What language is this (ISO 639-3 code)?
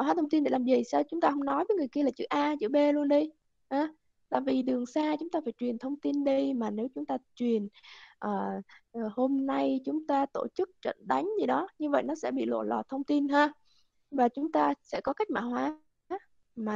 vie